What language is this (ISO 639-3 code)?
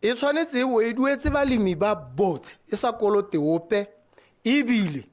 tsn